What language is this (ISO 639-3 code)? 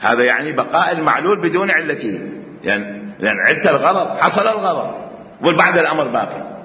acm